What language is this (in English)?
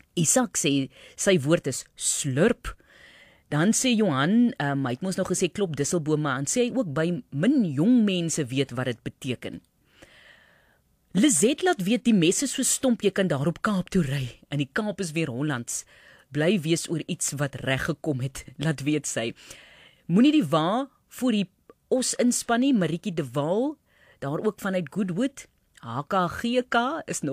Afrikaans